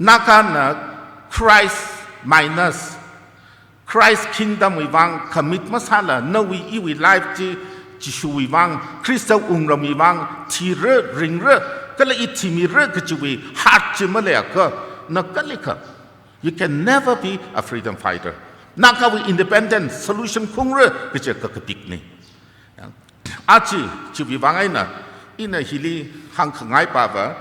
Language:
Tangkhul Naga (India)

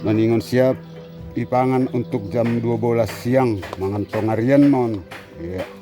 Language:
Batak Simalungun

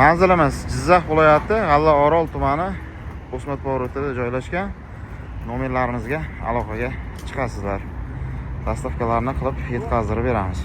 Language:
Uzbek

